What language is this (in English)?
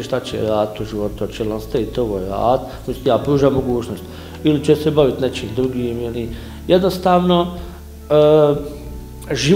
Bosnian